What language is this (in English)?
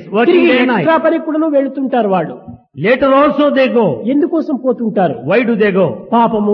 Telugu